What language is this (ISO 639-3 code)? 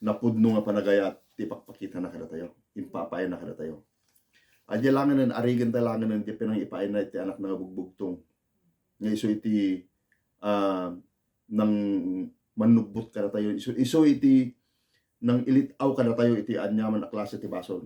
ilo